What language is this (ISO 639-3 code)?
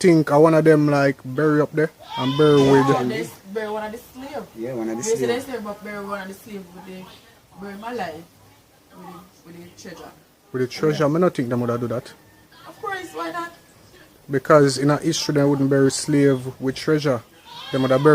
jam